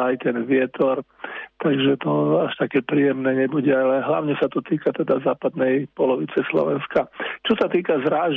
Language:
Slovak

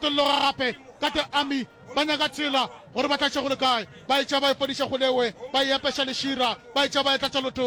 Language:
Northern Sotho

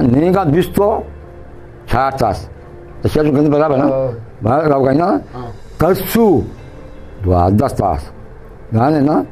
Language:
Eastern Balochi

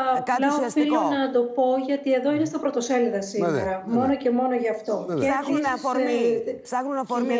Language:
Greek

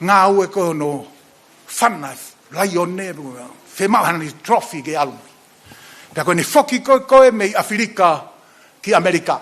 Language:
Tongan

